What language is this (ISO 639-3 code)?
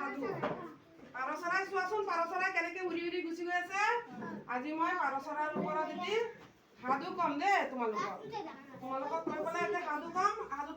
asm